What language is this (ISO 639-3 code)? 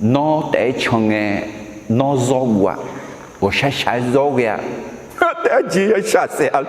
ahk